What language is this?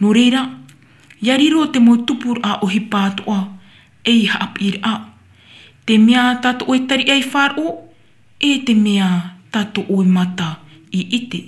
Tahitian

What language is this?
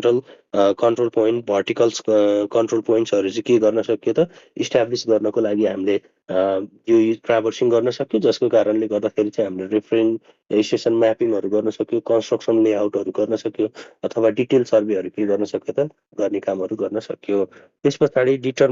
Nepali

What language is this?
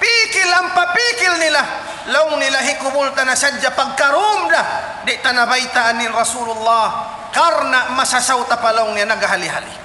Tausug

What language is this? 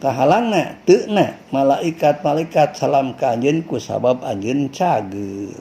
Sundanese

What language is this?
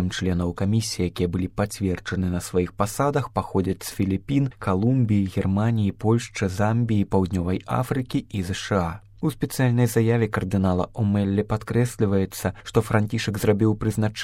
Belarusian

